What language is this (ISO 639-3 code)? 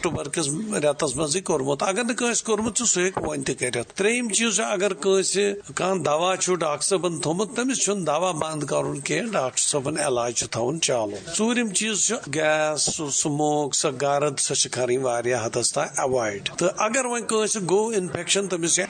kas